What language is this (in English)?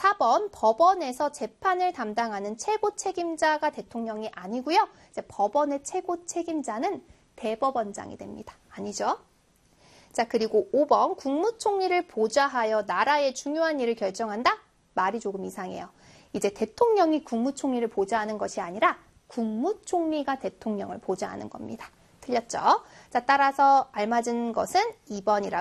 Korean